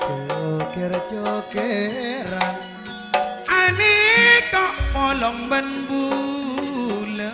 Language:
Madurese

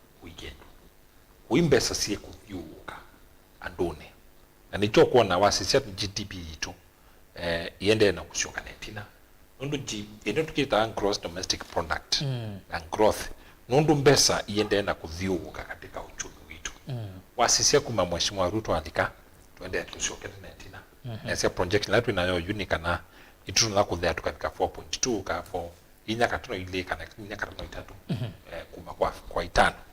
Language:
Kamba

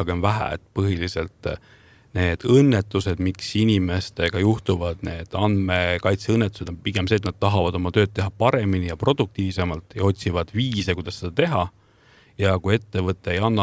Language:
Estonian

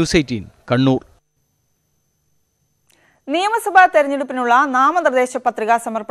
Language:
Malayalam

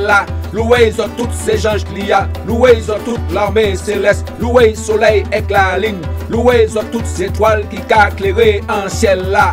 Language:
Guadeloupean Creole French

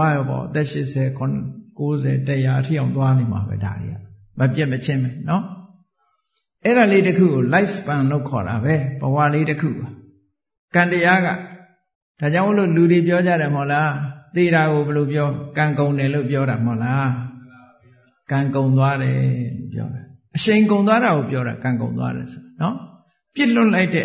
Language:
Burmese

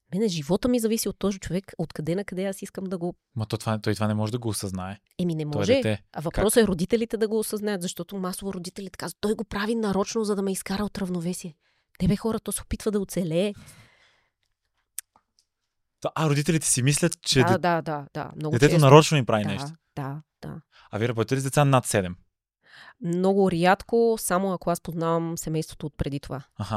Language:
Bulgarian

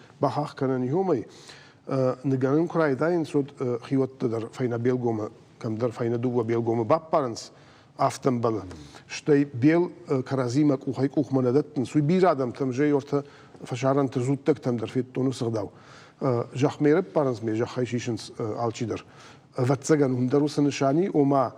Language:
Ossetic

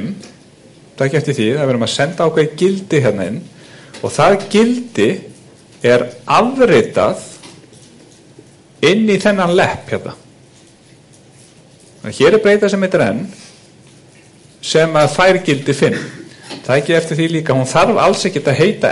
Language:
Icelandic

